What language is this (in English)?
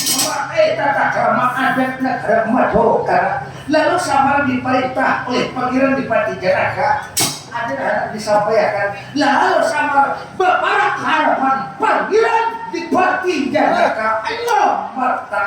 Banjar